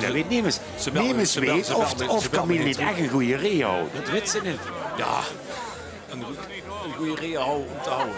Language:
Limburgish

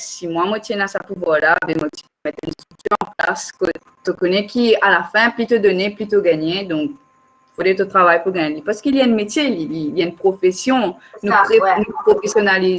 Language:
Morisyen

